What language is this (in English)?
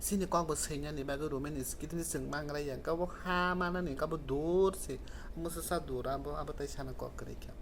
Kok Borok